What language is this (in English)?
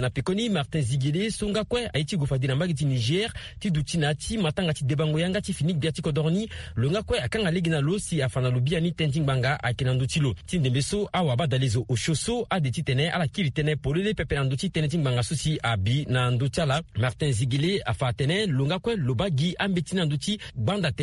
Sango